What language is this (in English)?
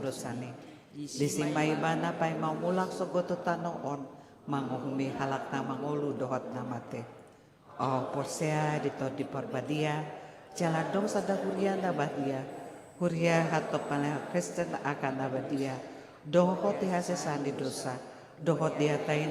Batak Toba